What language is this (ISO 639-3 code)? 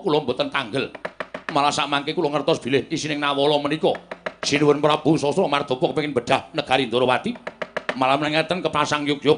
jav